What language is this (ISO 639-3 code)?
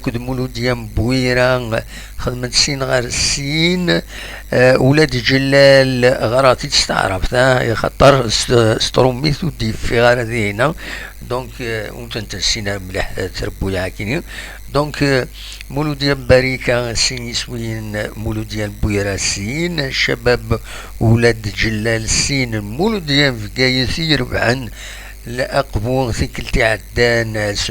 kab